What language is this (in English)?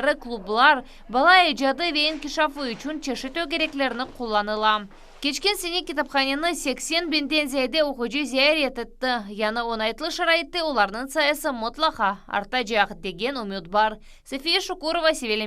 Crimean Tatar